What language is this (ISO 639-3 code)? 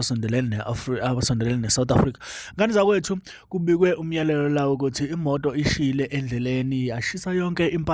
zul